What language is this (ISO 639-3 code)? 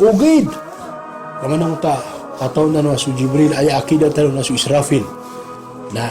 mrw